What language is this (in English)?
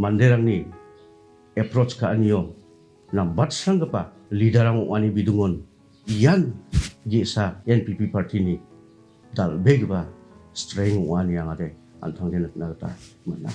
Garo